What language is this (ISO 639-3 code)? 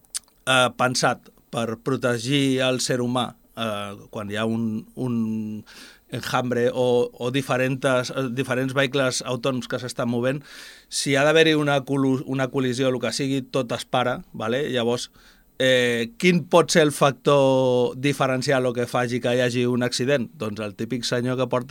cat